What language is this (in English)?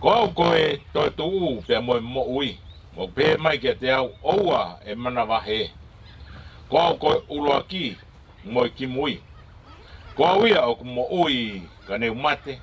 Tongan